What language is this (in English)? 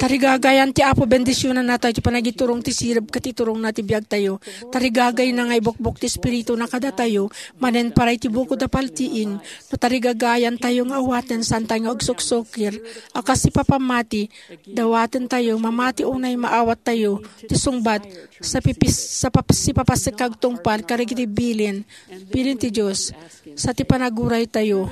Iloko